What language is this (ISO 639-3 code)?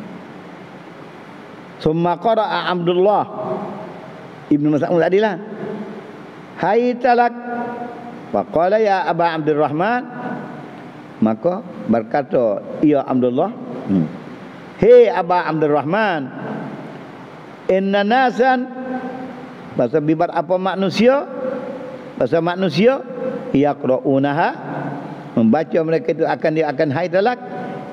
msa